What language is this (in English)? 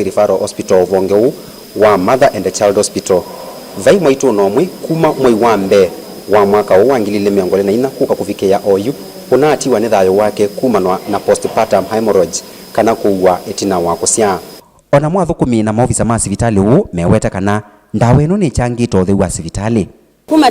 Kamba